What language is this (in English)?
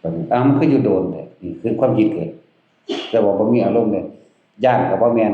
Northeastern Thai